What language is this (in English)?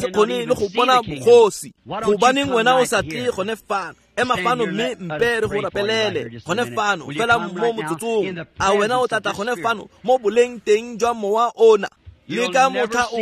Tswana